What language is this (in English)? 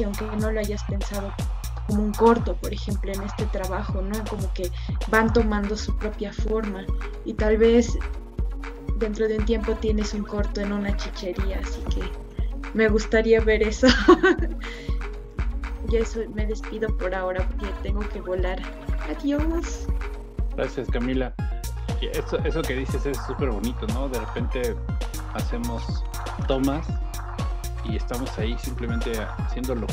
Spanish